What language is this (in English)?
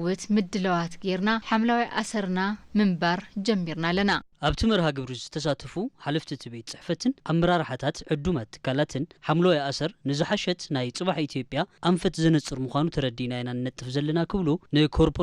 Tigrinya